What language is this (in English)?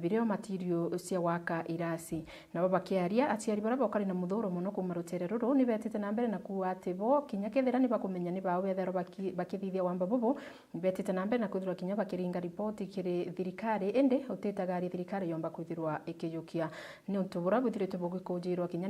Meru